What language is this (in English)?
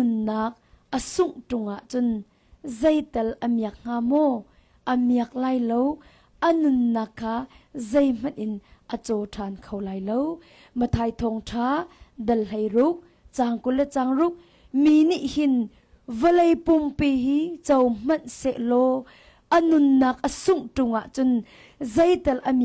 Hakha Chin